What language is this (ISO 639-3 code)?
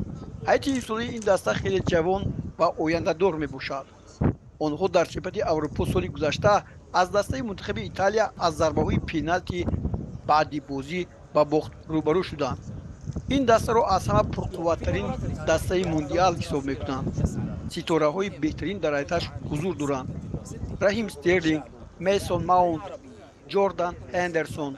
tgk